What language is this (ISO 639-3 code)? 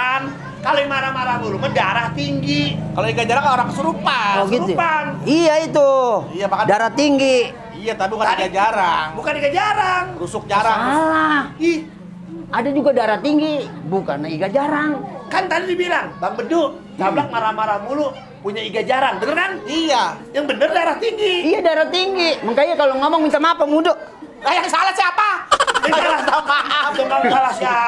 bew